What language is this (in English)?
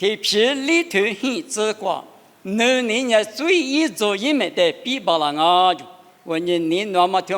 Lisu